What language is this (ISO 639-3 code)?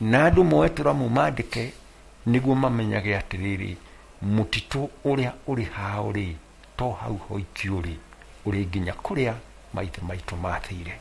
kik